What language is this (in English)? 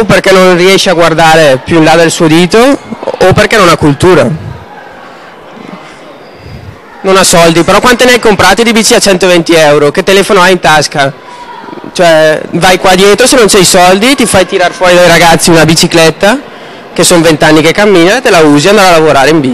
Italian